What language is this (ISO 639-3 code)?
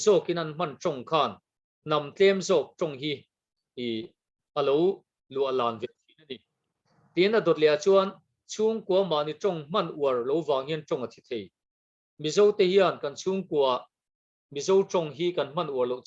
lus